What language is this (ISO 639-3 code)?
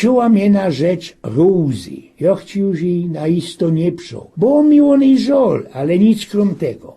szl